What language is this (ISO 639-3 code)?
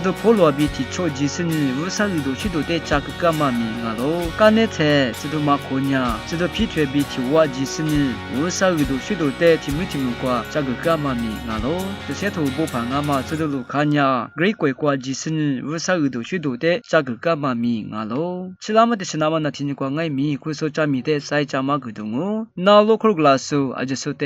lis